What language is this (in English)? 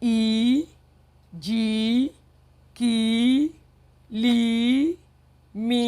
Yoruba